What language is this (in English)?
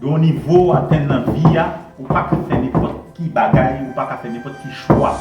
Haitian Creole